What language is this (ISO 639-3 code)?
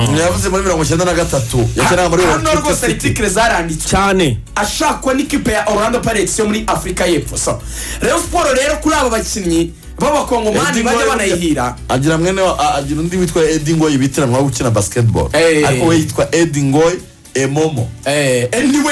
kin